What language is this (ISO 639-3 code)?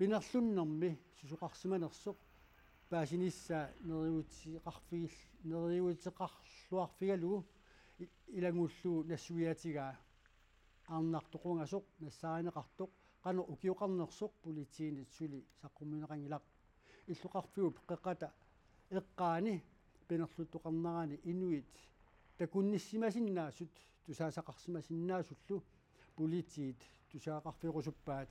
kal